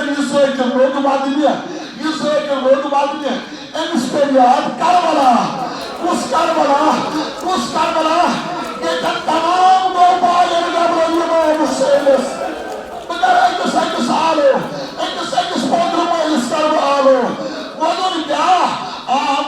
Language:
Kashmiri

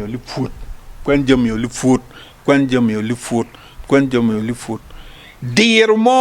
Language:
Acoli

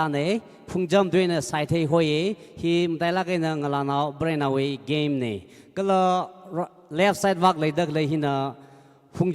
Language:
Tangkhul Naga (India)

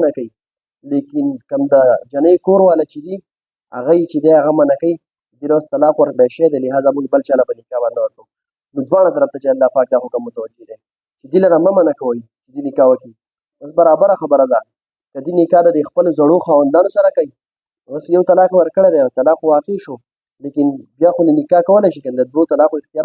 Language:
Pashto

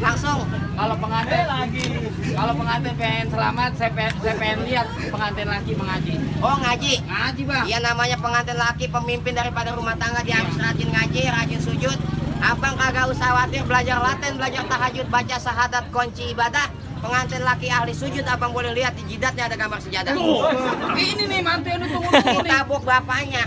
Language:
Betawi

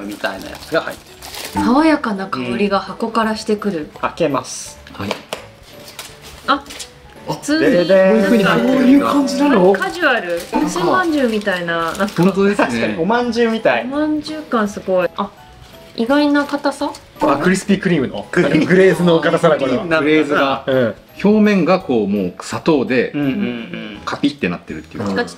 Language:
Japanese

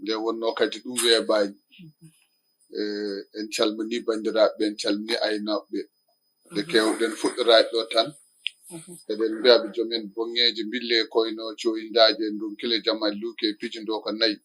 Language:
Fula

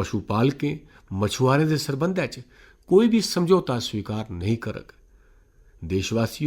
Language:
Dogri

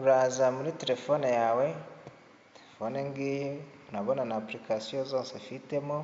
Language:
Kinyarwanda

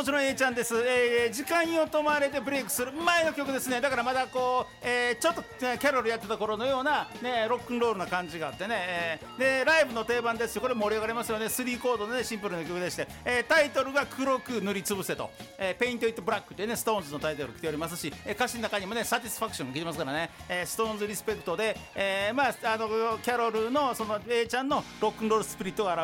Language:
Japanese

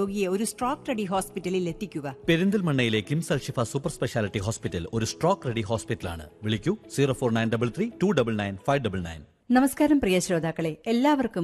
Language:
Malayalam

